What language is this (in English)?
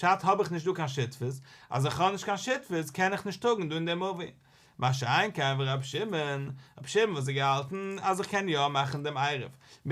Yiddish